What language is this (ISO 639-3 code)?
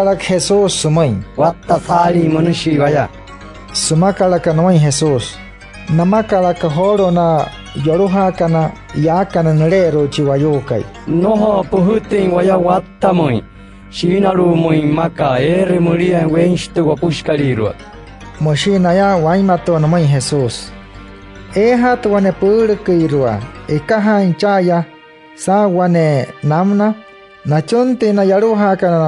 guc